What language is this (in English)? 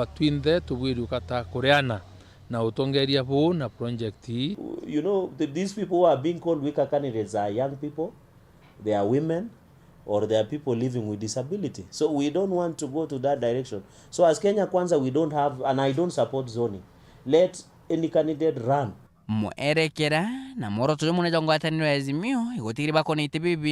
Meru